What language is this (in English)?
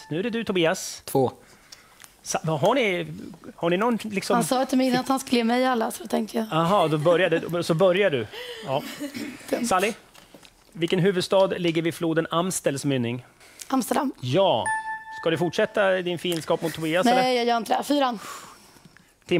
Swedish